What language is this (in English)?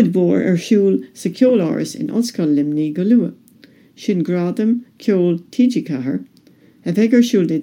Irish